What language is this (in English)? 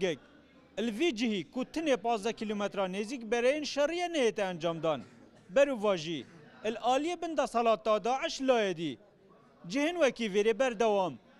Kurdish